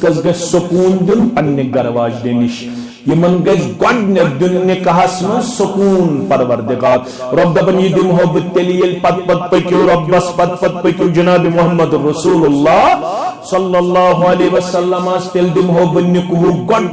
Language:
Kashmiri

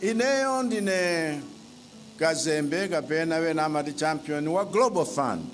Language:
Nyanja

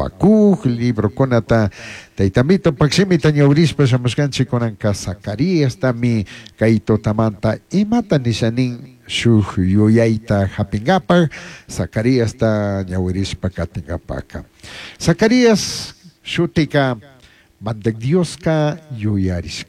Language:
Chimborazo Highland Quichua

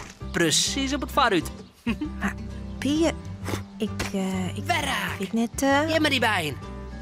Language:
Western Frisian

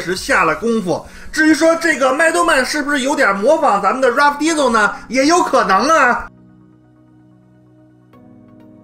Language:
Chinese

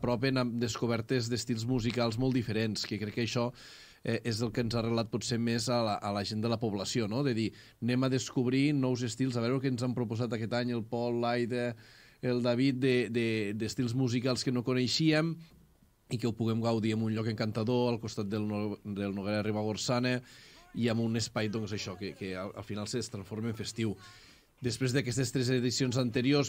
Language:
Catalan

